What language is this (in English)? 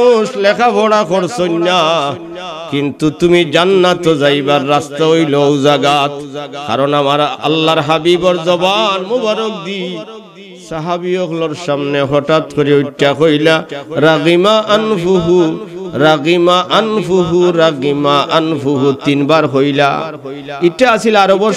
Sylheti